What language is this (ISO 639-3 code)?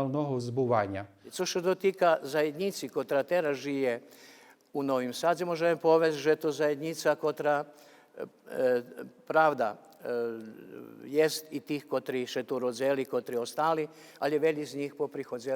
rue